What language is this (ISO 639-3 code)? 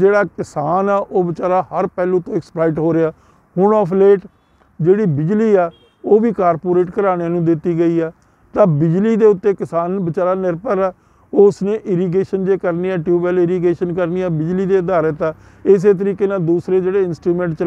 pan